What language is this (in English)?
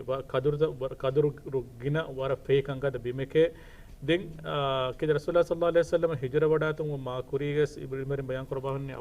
Divehi